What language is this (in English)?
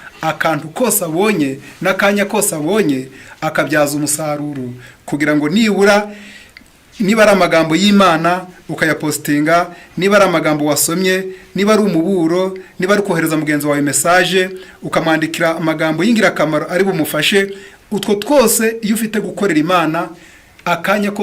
Kinyarwanda